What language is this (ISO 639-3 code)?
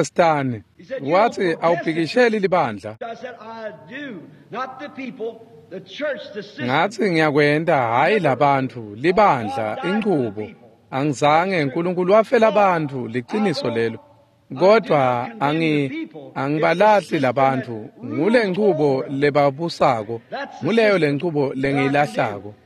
ssw